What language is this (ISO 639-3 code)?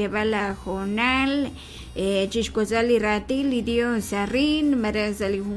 kek